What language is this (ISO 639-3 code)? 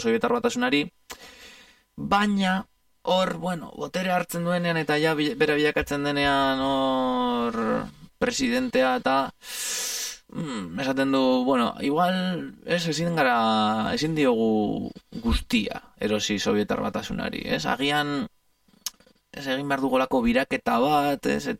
eus